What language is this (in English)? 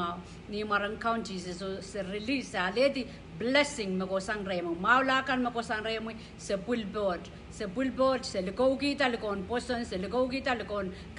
Pohnpeian